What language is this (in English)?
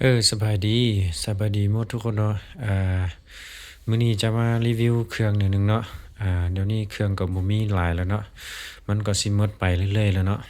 Lao